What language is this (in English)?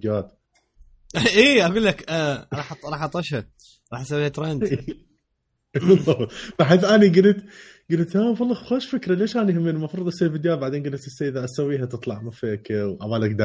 Mesopotamian Arabic